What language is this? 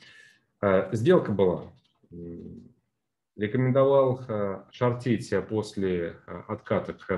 Russian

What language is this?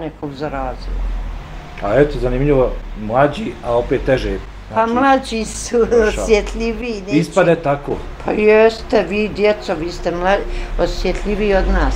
Bosnian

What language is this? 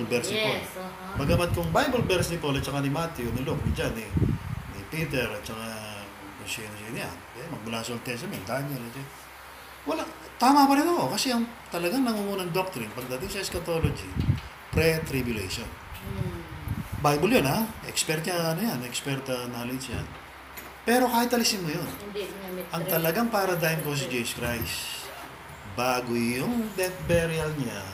Filipino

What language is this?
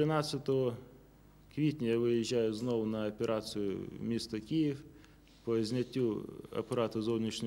Ukrainian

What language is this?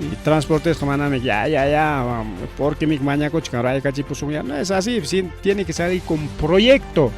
Ayacucho Quechua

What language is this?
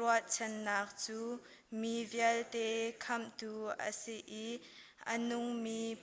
Hakha Chin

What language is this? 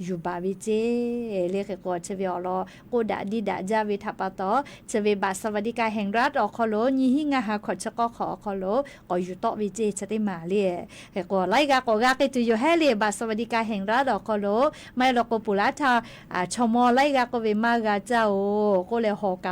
Lahu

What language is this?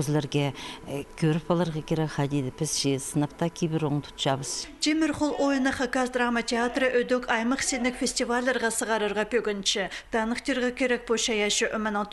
Khakas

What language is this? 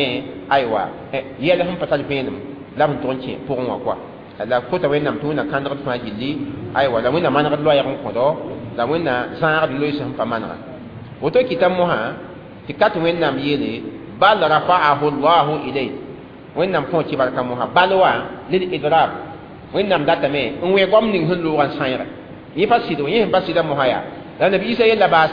Mossi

